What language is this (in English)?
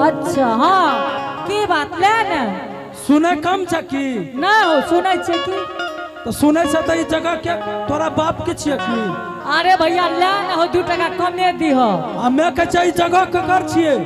Angika